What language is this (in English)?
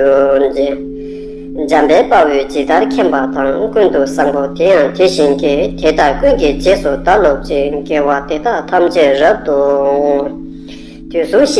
Tibetan